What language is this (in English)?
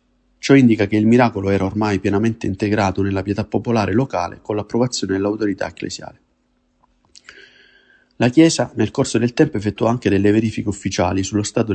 Italian